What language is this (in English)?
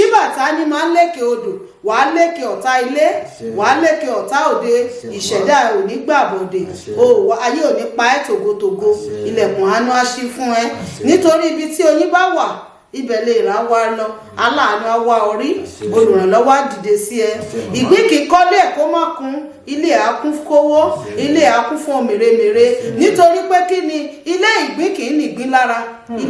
Yoruba